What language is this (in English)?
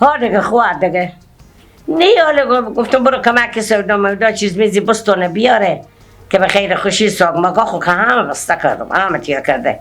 Persian